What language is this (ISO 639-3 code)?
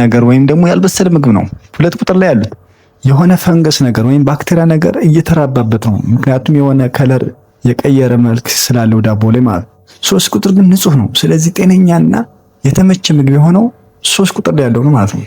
amh